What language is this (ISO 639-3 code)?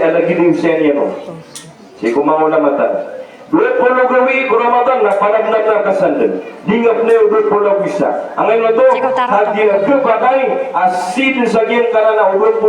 mrw